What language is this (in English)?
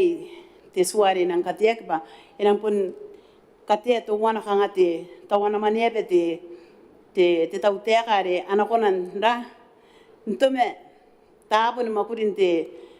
Gilbertese